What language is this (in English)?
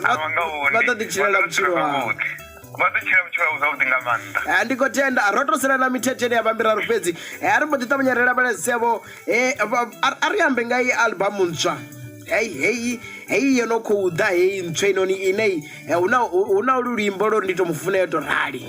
Venda